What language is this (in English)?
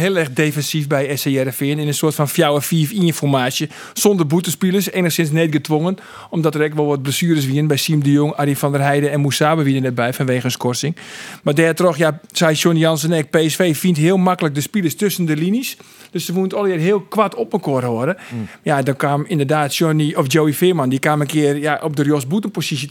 Western Frisian